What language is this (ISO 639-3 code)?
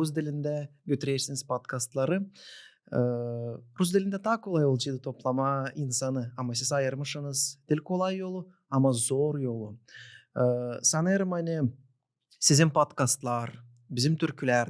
gag